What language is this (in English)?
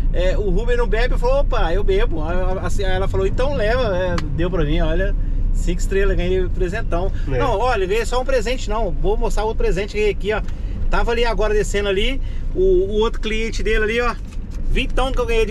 Portuguese